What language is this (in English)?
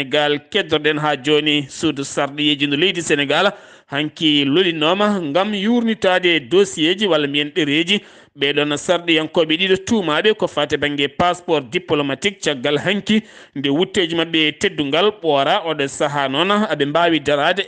Fula